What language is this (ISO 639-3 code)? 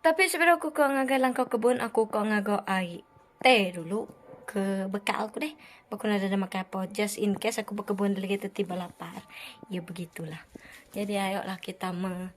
iba